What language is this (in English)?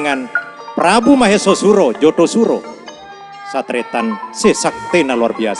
Madurese